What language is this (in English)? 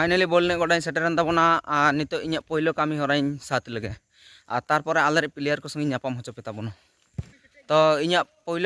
Santali